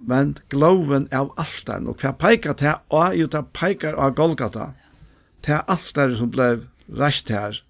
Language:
Faroese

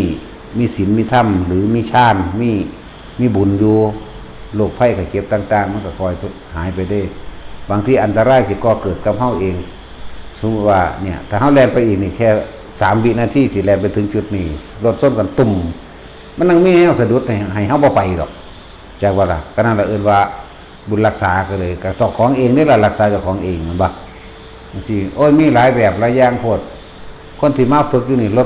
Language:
Northeastern Thai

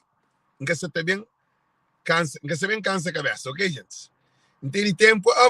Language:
Kabuverdianu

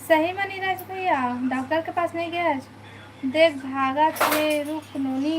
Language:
Chhattisgarhi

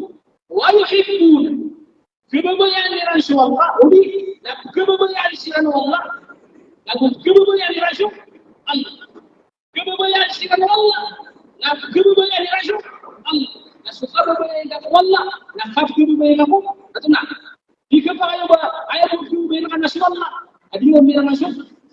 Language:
Maranao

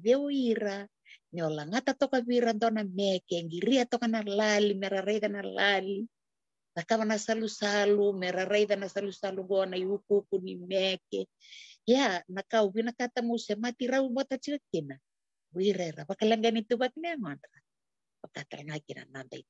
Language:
Fijian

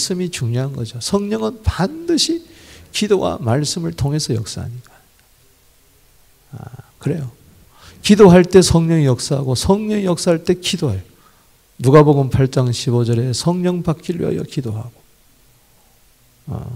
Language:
Korean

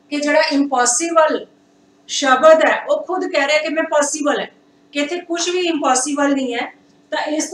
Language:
Punjabi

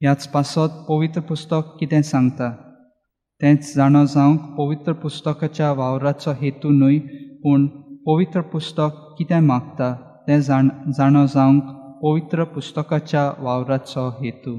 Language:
Konkani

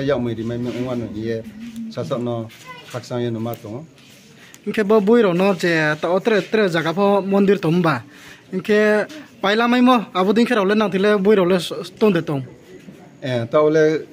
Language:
Riang (India)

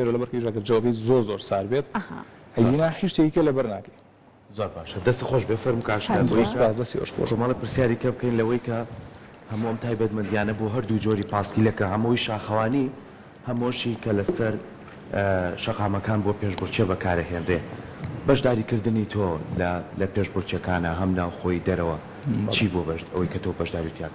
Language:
Central Kurdish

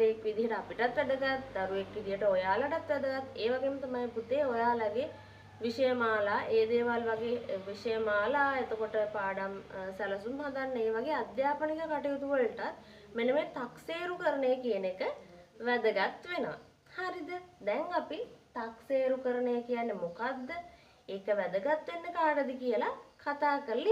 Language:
Sinhala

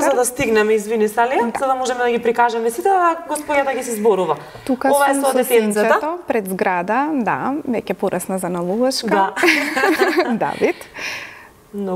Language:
Macedonian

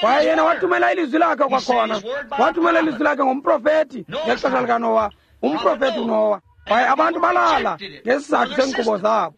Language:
Xhosa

